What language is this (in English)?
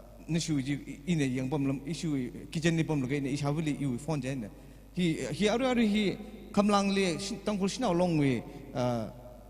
Tangkhul Naga (India)